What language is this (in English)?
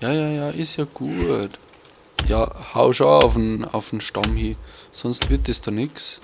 Bavarian